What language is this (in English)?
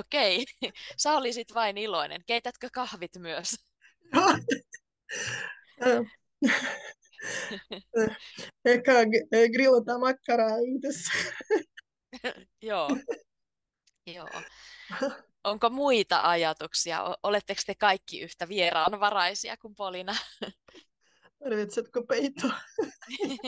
Finnish